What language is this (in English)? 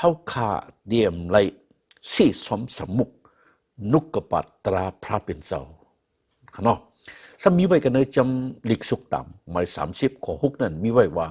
Shan